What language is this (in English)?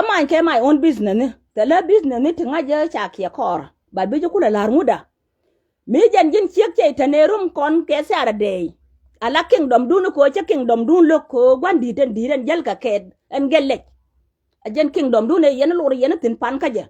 Nuer